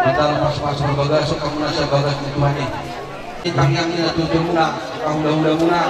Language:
Batak Toba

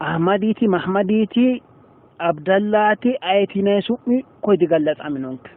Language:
Sidamo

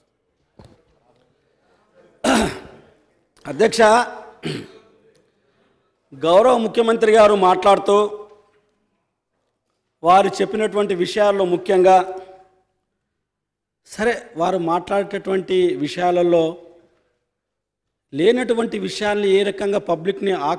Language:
Telugu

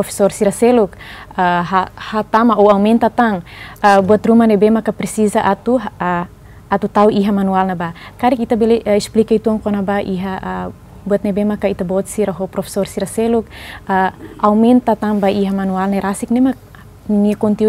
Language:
Tetum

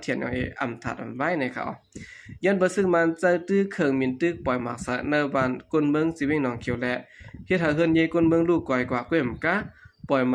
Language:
Shan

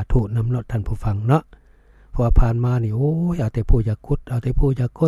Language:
Lao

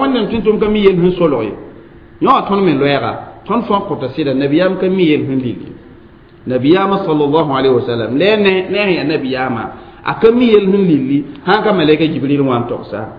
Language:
Mossi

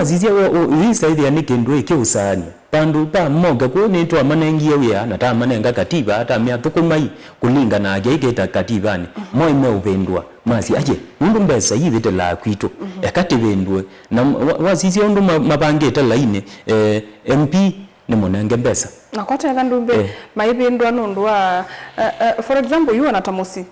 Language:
Kamba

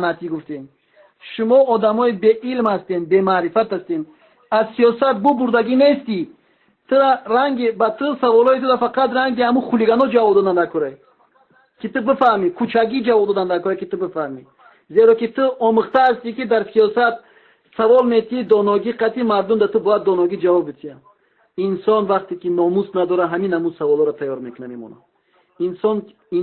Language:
Tajik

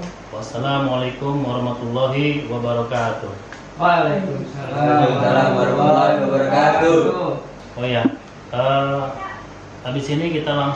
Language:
Betawi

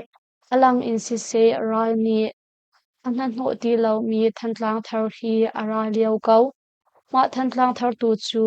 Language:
Hakha Chin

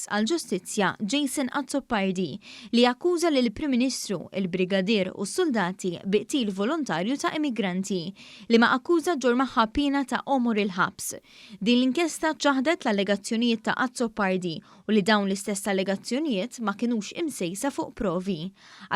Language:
Maltese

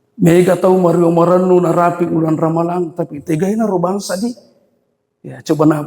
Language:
Buginese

